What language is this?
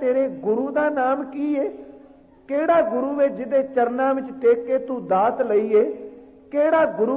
Punjabi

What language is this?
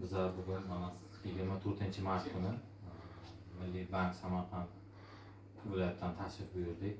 Uzbek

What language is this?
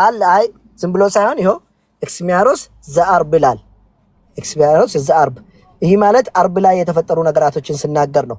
Amharic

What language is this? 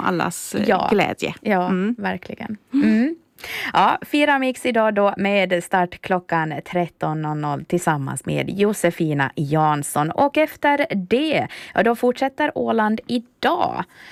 Swedish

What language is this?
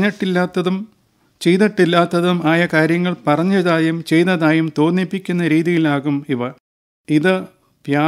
Malayalam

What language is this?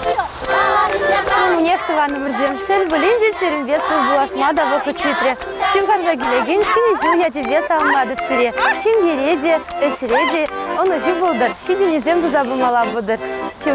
Chuvash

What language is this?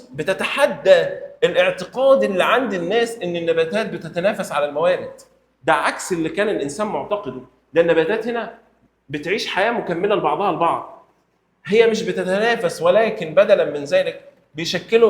Egyptian Arabic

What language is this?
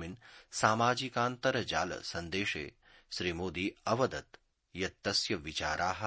Sanskrit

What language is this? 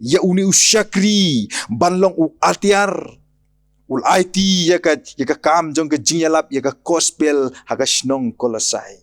Khasi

